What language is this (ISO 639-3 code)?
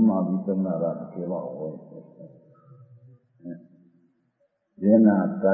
guj